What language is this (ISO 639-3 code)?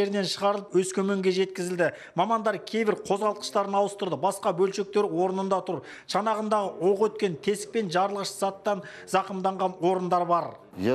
kaz